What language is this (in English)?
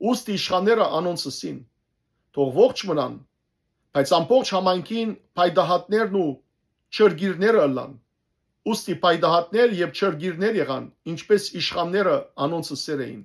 Western Armenian